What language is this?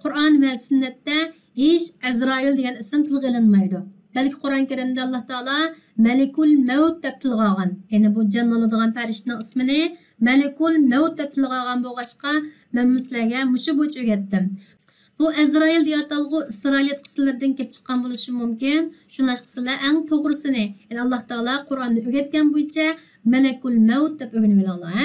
Uyghur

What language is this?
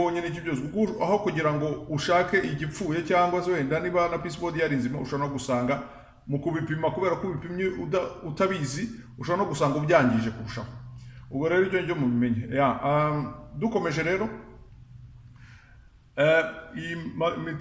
Kinyarwanda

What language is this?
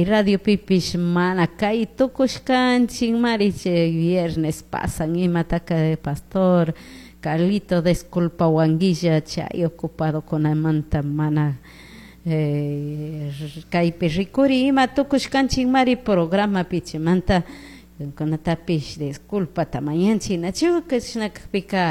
Chimborazo Highland Quichua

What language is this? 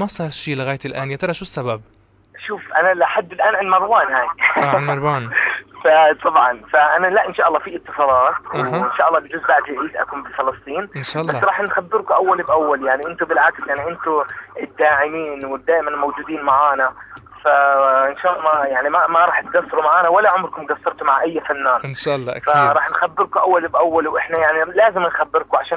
South Levantine Arabic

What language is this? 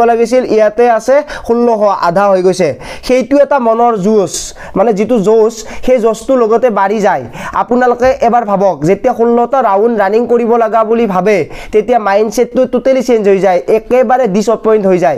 Assamese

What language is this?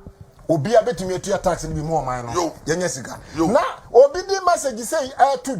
Akan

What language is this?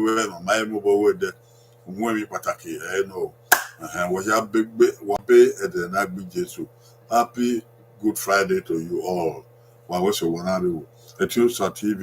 Bini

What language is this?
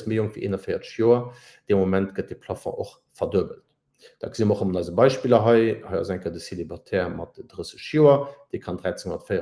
Luxembourgish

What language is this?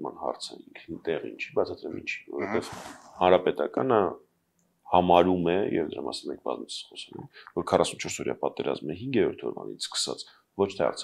Armenian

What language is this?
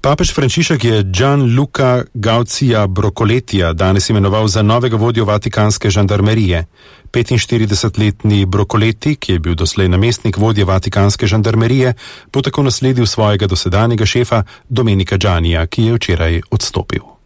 Slovenian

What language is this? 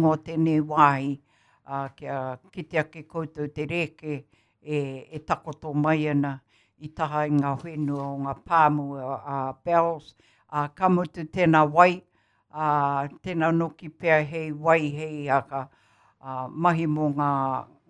Māori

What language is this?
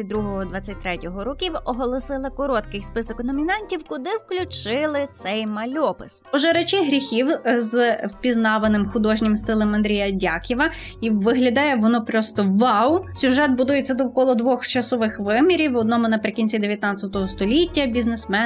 Ukrainian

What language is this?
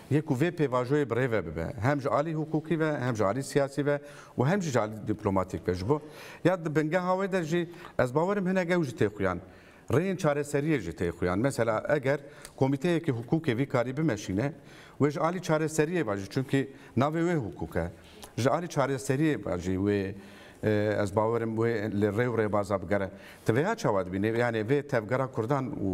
Kurdish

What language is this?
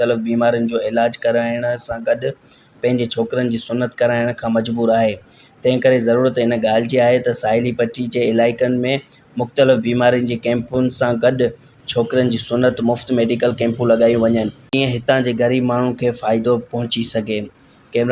Sindhi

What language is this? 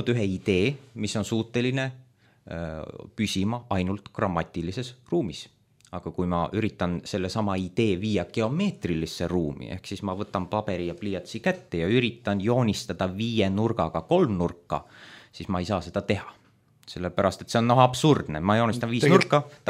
Estonian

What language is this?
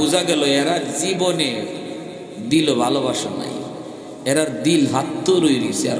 Bangla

